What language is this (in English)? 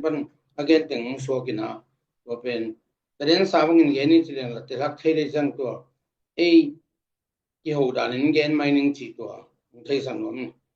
Tedim Chin